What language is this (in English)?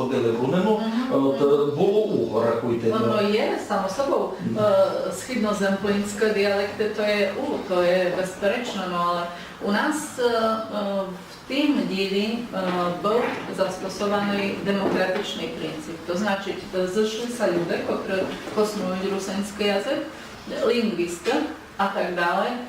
Rusyn